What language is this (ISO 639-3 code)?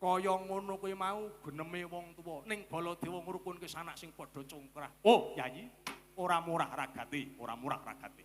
jav